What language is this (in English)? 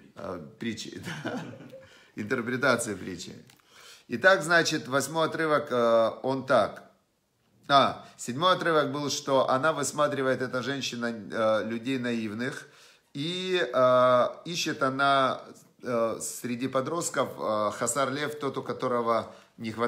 Russian